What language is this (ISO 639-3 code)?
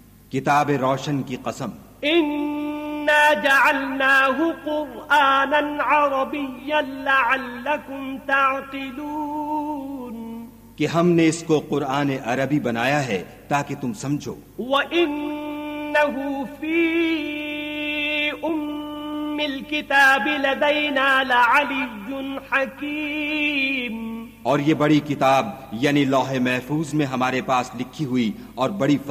urd